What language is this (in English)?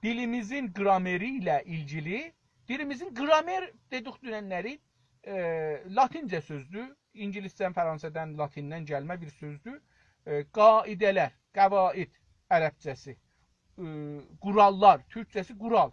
South Azerbaijani